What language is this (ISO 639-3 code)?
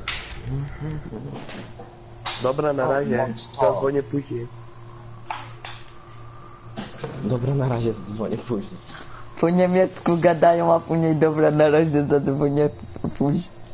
pol